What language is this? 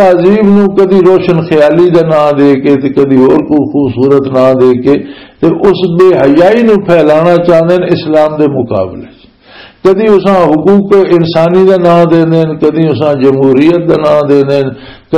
Western Panjabi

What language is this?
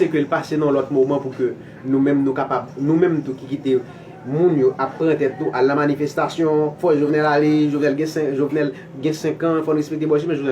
Haitian Creole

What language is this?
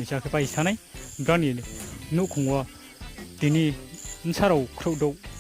Riang (India)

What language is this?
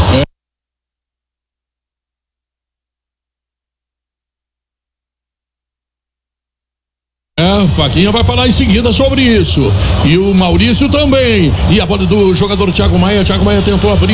Portuguese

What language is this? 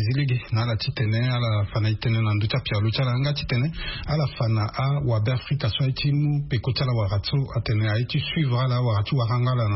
Sango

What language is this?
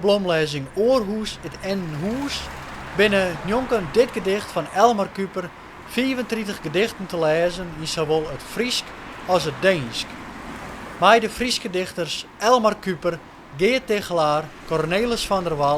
Western Frisian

